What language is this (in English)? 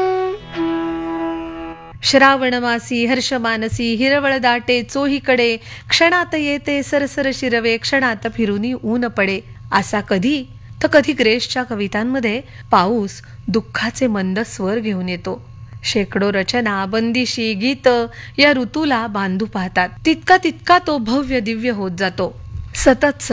Marathi